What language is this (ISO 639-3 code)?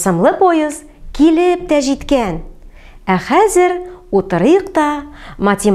tat